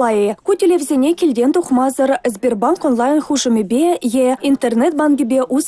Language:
Chuvash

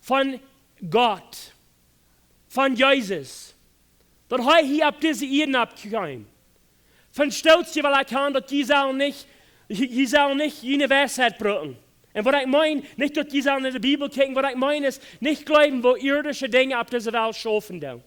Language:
Plautdietsch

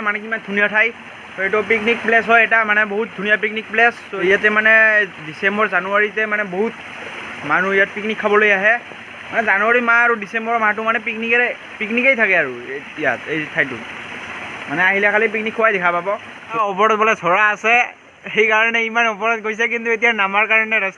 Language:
Assamese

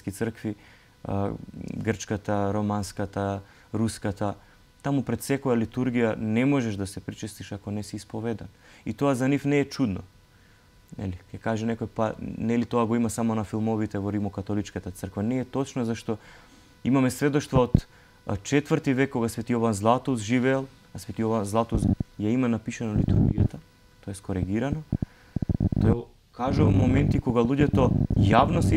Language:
Macedonian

